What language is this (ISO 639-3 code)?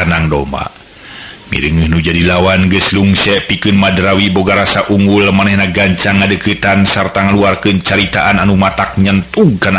sun